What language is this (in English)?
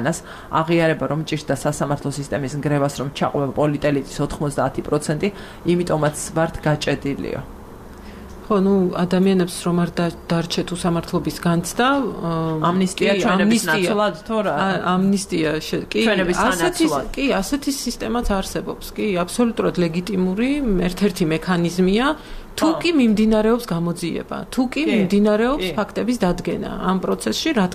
Georgian